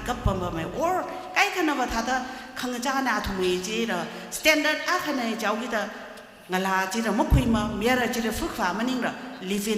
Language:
Tangkhul Naga (India)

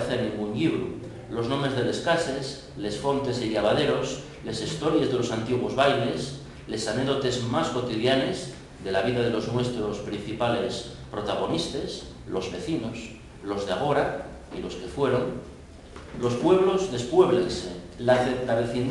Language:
Asturian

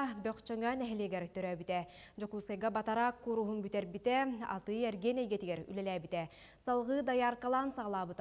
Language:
Yakut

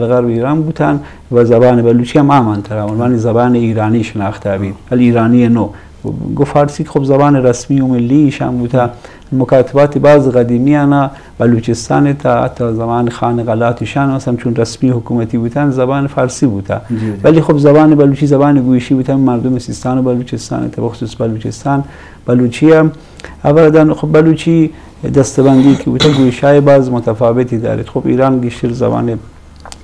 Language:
Eastern Balochi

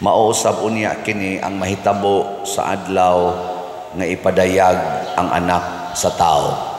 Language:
Cebuano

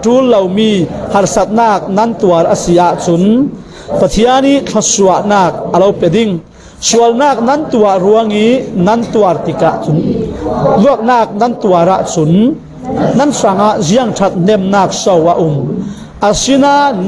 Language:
Falam Chin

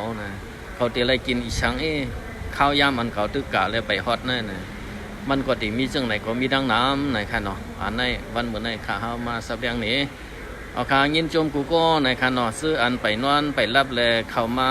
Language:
Shan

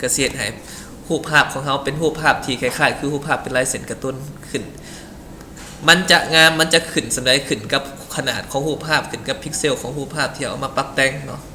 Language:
Lao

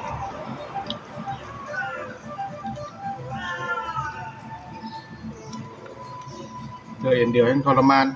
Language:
Northeastern Thai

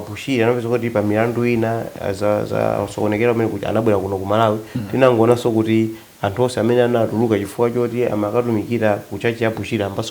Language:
Nyanja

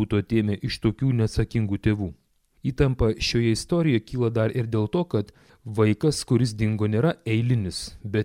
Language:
Lithuanian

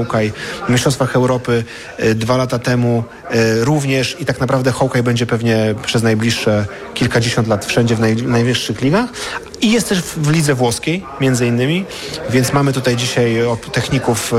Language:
Polish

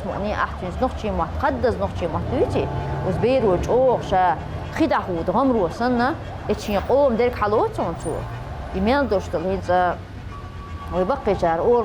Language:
Chechen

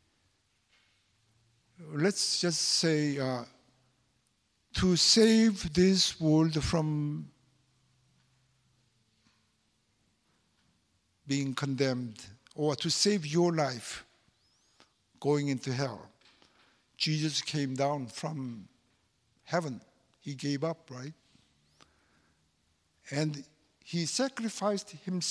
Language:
English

